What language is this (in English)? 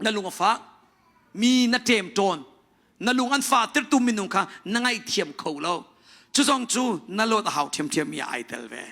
Hakha Chin